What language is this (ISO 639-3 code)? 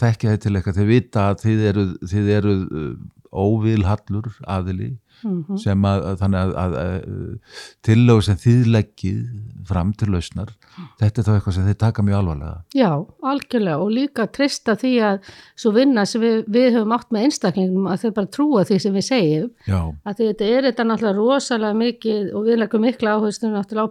isl